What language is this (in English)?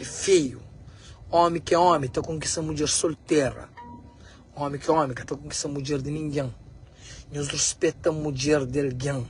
Kabuverdianu